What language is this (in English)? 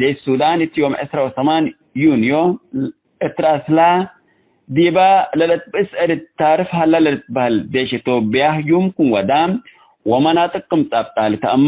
Tigre